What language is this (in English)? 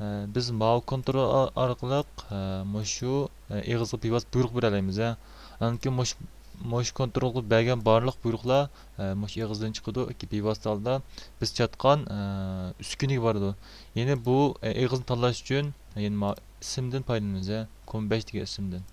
Uyghur